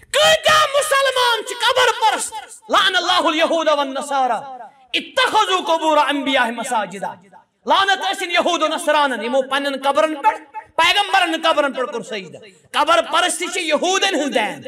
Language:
Kashmiri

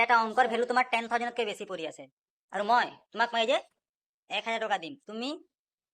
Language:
Assamese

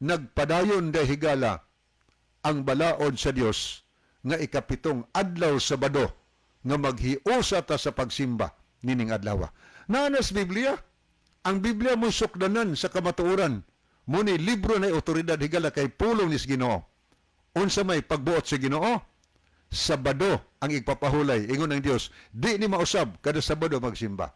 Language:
Cebuano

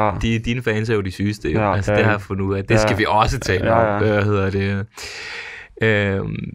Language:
Danish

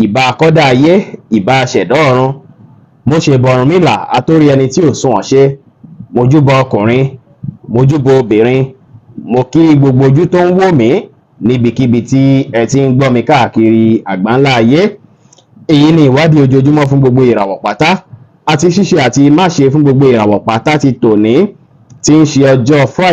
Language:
Yoruba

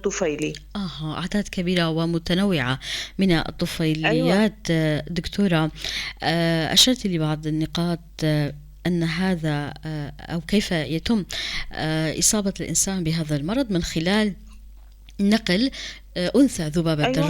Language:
North Levantine Arabic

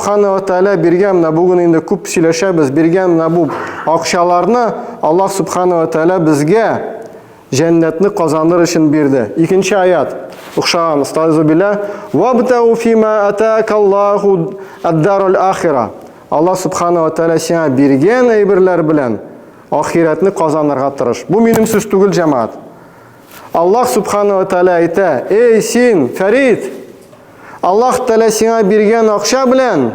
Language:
Tatar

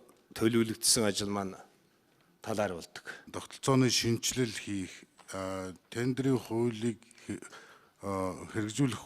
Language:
Mongolian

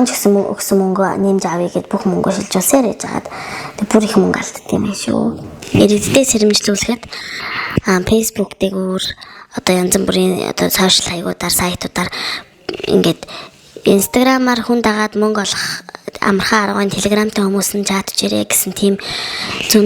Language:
Mongolian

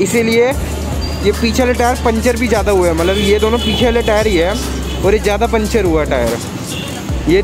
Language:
Hindi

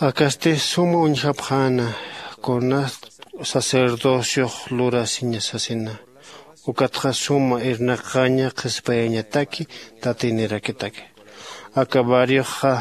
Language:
Aymara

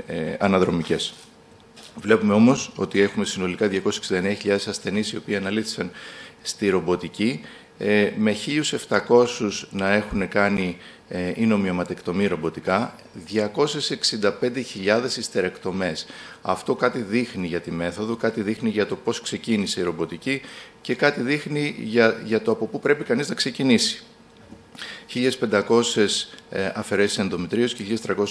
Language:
Greek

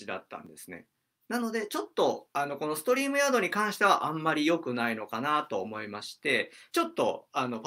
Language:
Japanese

